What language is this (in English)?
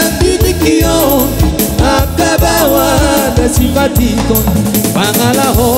Batak Toba